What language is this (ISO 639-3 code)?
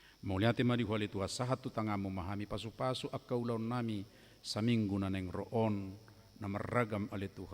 bbc